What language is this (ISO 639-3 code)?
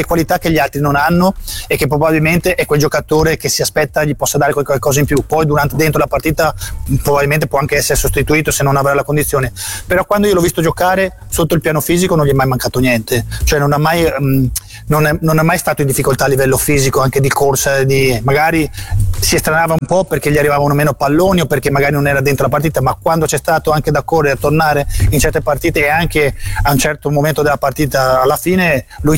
ita